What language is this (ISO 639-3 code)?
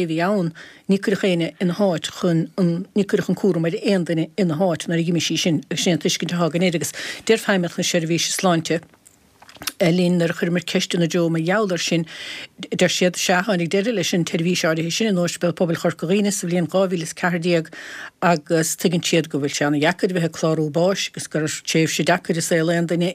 gle